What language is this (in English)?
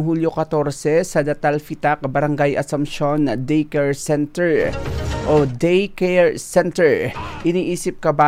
Hiligaynon